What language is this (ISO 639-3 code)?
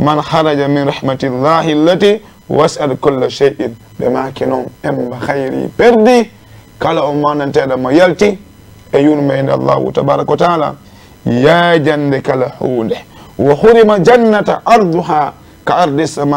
ful